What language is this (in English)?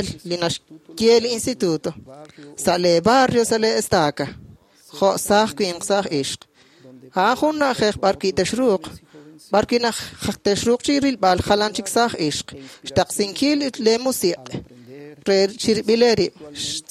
Kekchí